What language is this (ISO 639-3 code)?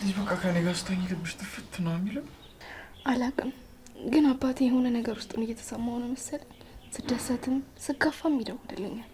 amh